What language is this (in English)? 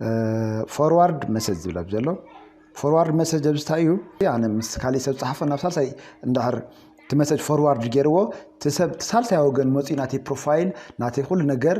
Tigrinya